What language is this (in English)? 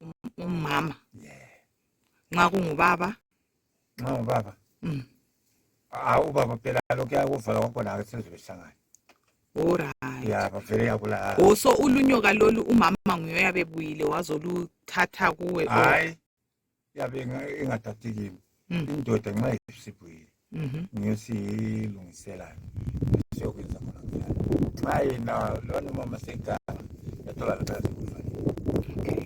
North Ndebele